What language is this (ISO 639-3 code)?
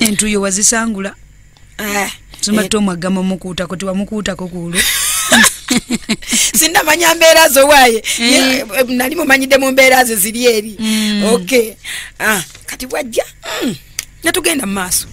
lug